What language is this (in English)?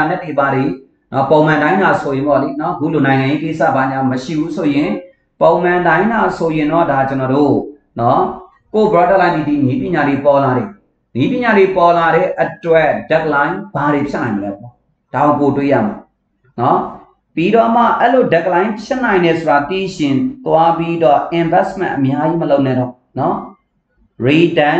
Burmese